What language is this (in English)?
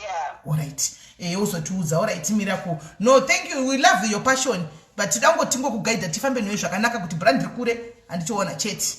Shona